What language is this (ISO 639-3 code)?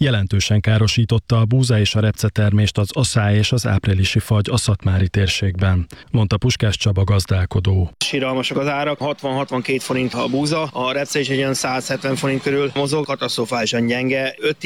hun